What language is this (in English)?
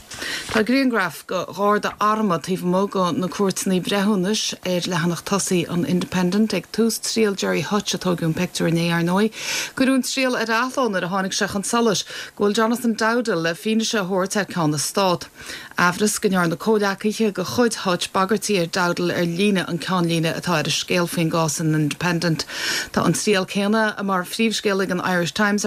Irish